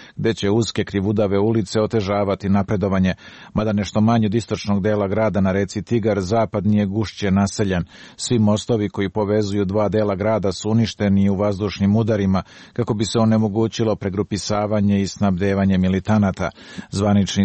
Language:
Serbian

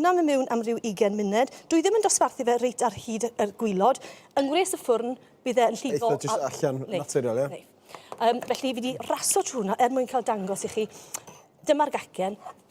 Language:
Welsh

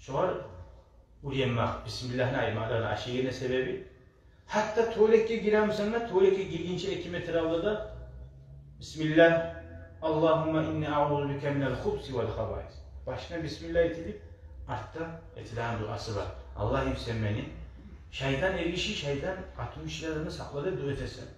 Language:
Kumyk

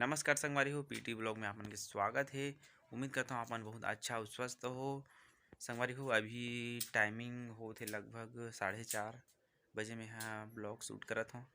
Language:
Chhattisgarhi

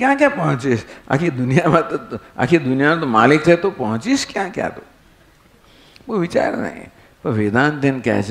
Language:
Gujarati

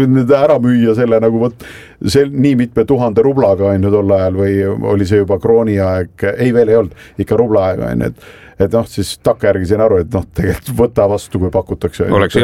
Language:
Estonian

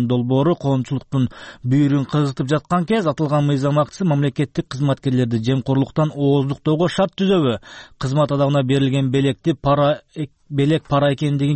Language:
Kyrgyz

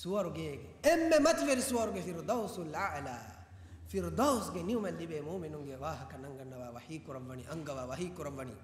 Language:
Divehi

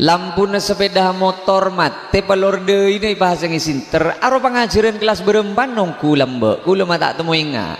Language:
Madurese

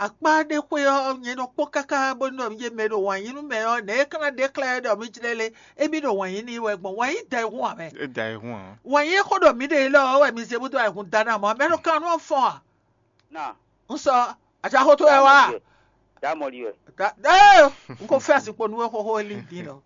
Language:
Fon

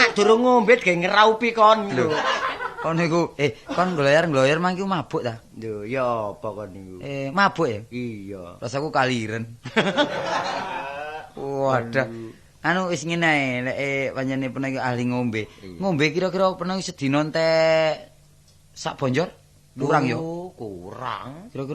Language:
Javanese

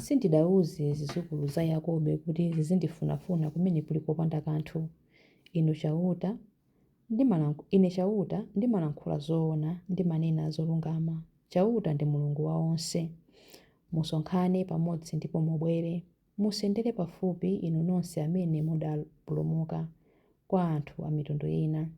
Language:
Nyanja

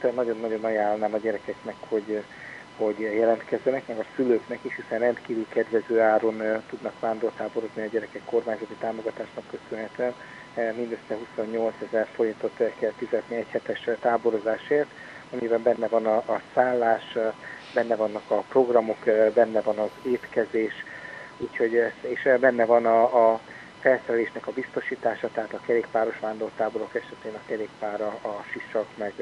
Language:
Hungarian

